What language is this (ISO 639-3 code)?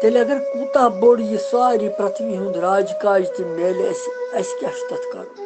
kas